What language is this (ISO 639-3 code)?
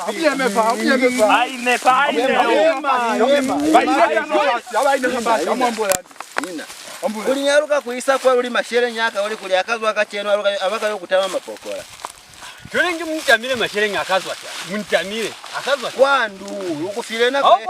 loz